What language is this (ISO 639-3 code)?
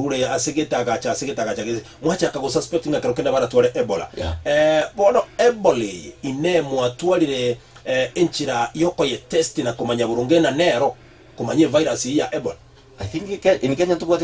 guz